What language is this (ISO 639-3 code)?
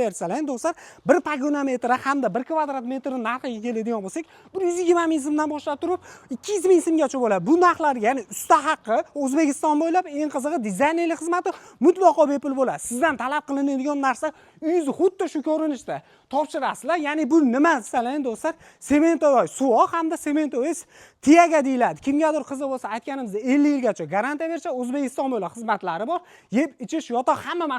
uzb